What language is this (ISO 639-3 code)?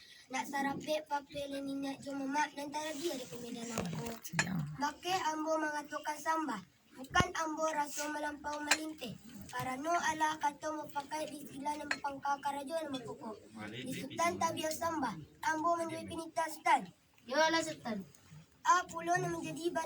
min